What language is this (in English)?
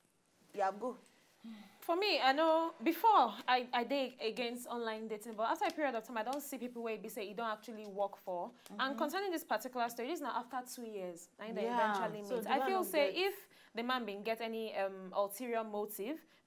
Nigerian Pidgin